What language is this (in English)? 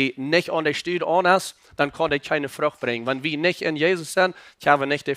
Plautdietsch